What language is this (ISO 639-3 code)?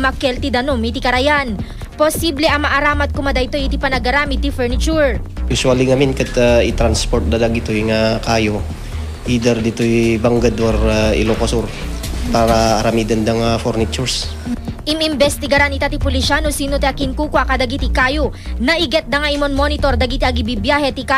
ilo